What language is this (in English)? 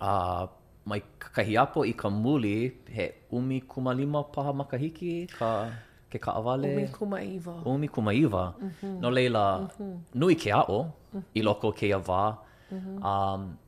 Hawaiian